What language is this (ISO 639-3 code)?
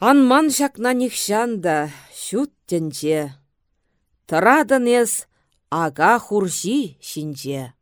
chv